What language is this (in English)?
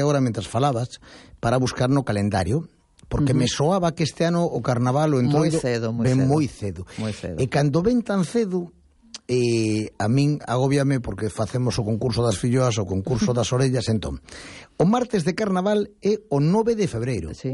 Galician